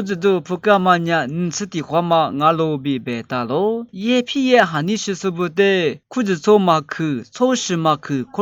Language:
Lisu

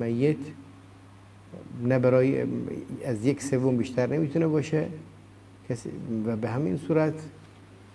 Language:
Persian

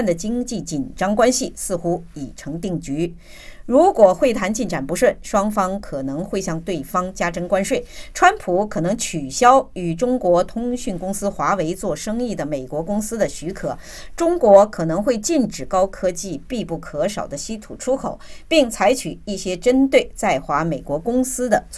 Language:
Chinese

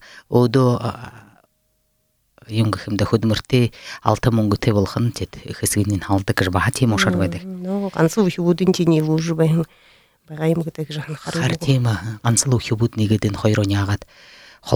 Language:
Buriat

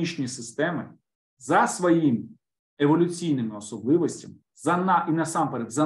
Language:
Ukrainian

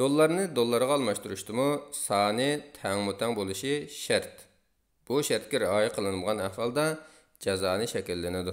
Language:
Uyghur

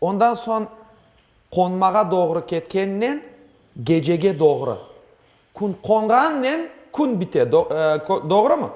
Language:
Crimean Tatar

